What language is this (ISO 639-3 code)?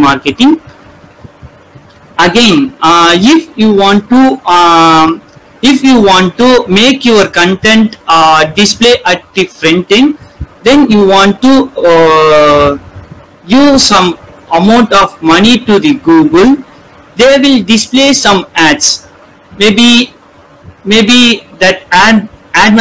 eng